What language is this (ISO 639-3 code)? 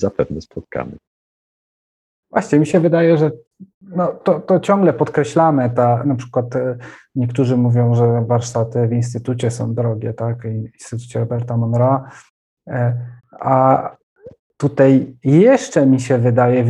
pol